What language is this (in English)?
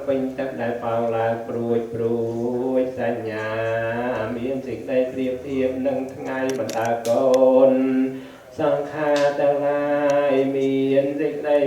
Khmer